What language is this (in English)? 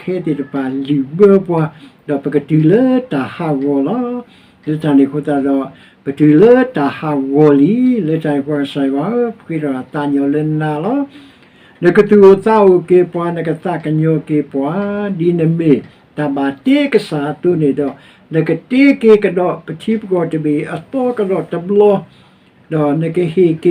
S'gaw Karen